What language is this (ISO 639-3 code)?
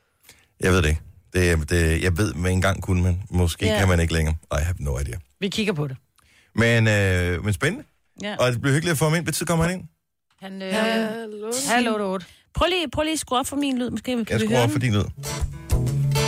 dan